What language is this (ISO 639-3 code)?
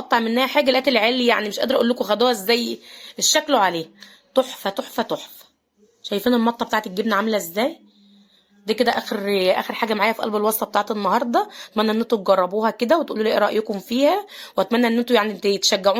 arz